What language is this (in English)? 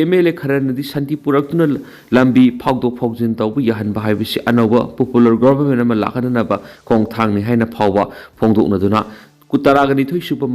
Manipuri